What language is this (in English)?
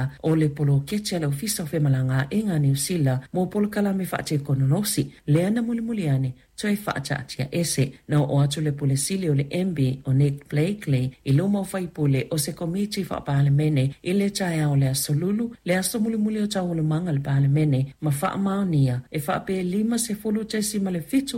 Samoan